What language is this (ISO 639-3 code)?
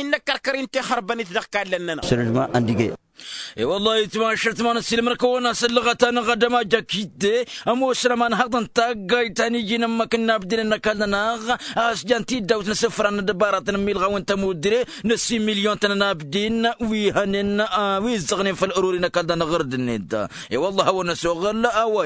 taq